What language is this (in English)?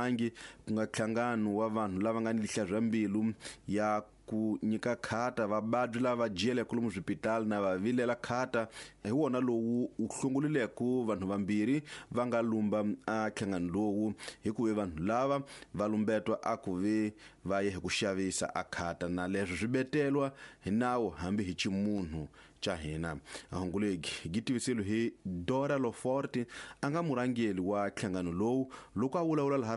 Tsonga